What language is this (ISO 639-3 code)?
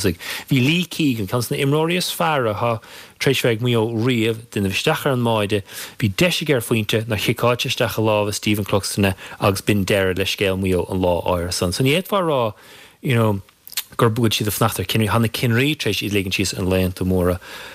gle